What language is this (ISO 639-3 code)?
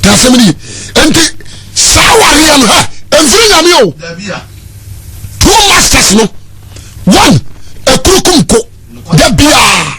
aka